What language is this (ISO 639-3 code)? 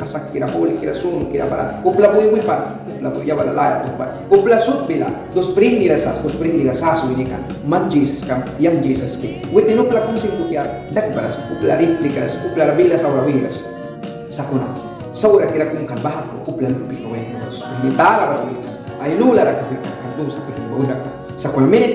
miq